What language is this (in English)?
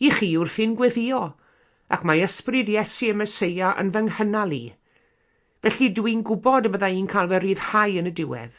Welsh